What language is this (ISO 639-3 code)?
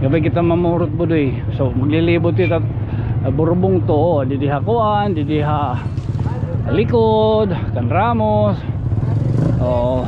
war